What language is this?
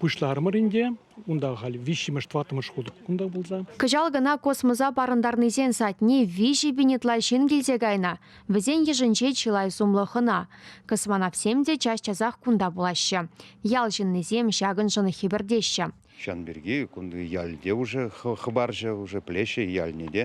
Chuvash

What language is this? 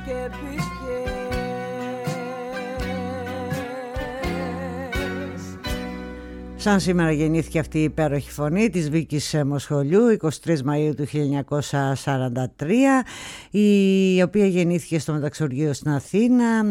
Greek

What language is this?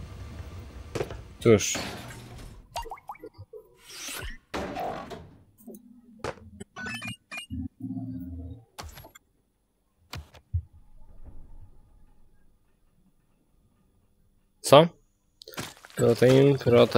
Polish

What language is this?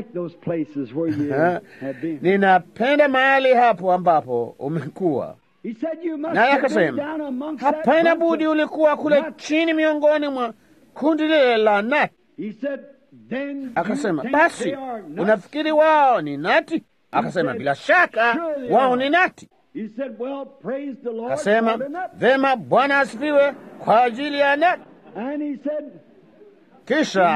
Swahili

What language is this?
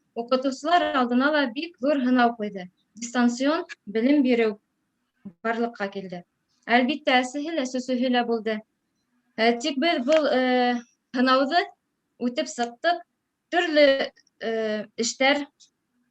Bashkir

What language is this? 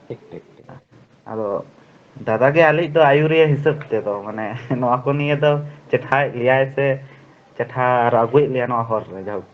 Santali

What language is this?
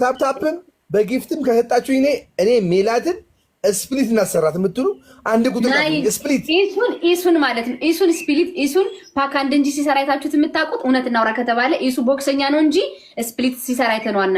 Amharic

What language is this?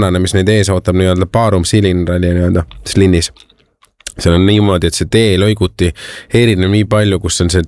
Estonian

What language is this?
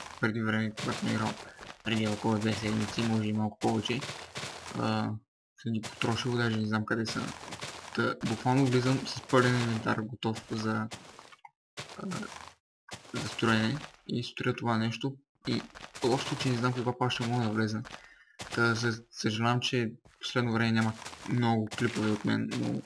Bulgarian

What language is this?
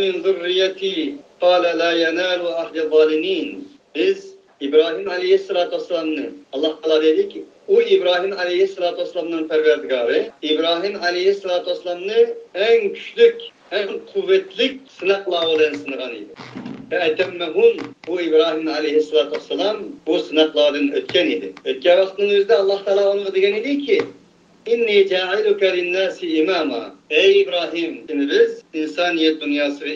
Uyghur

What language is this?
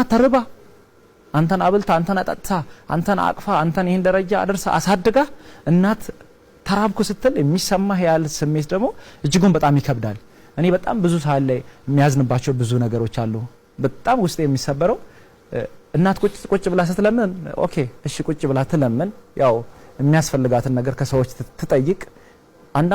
Amharic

